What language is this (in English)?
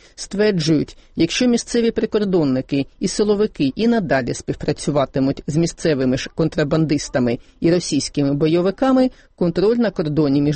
Ukrainian